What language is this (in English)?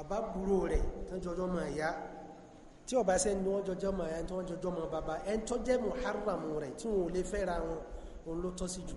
Yoruba